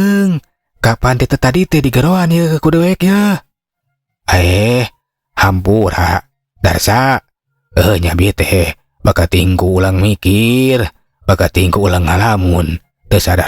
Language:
Sundanese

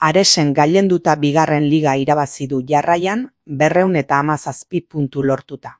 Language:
Basque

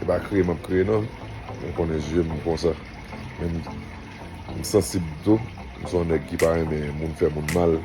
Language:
Haitian Creole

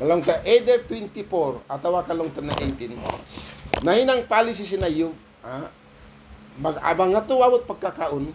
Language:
Tausug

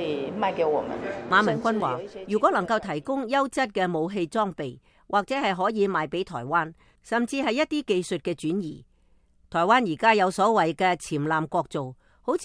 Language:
Cantonese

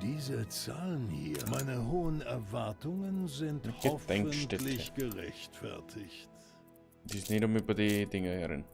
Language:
Bavarian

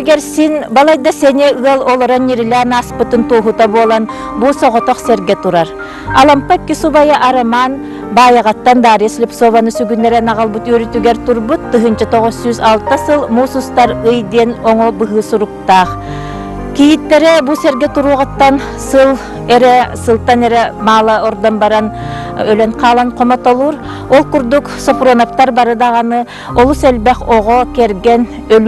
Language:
Yakut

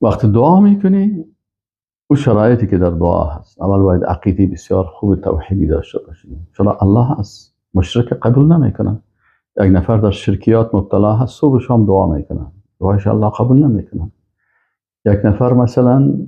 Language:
Persian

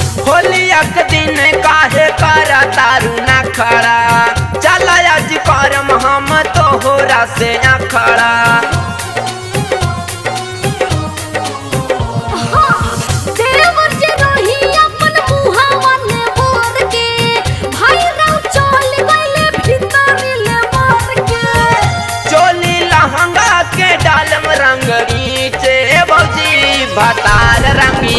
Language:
Bhojpuri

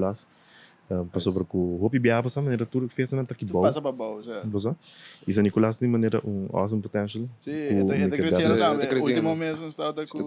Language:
Papiamento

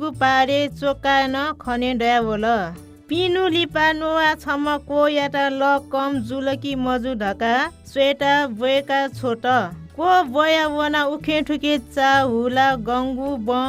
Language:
Newari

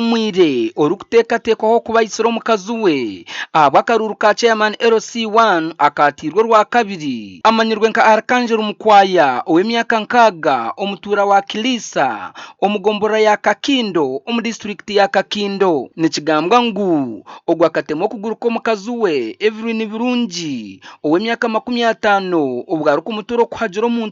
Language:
Nyankole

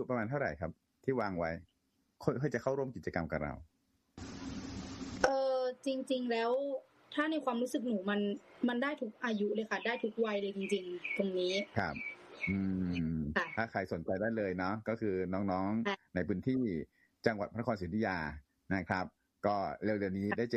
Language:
Thai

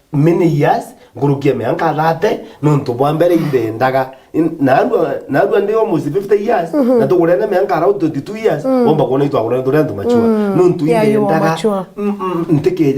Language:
Meru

